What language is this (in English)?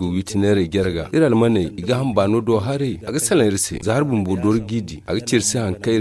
Zarma